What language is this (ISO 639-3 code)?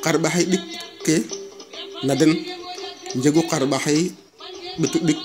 srr